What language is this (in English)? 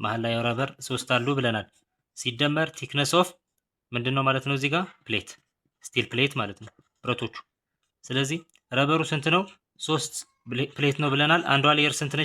Amharic